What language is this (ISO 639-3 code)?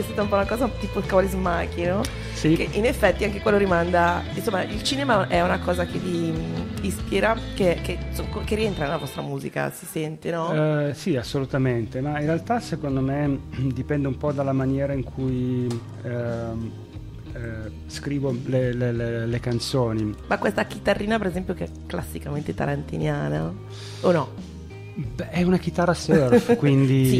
ita